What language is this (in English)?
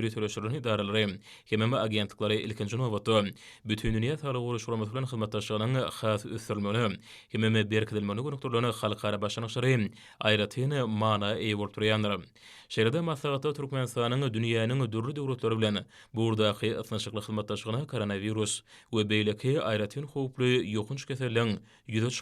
Turkmen